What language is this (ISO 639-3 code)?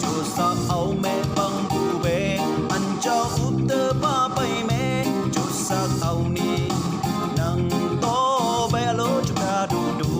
rbb